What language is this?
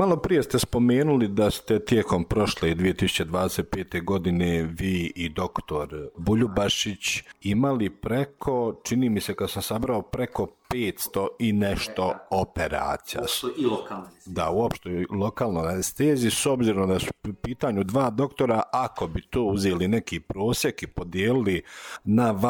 Croatian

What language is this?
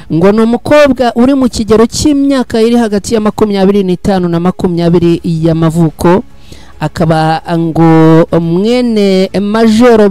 Kinyarwanda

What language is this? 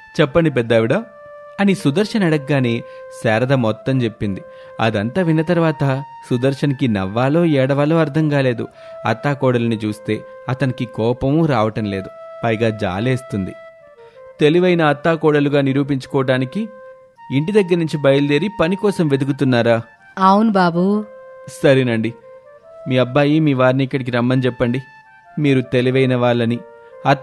Telugu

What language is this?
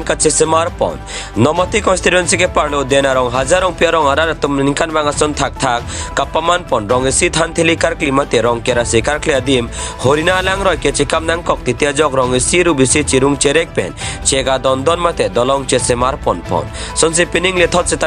Karbi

